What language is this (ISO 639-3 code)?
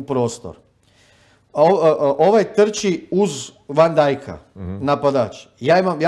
hrv